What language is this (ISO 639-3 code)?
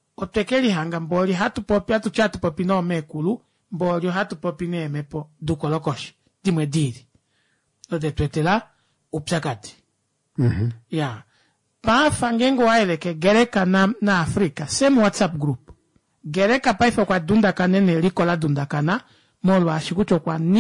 kua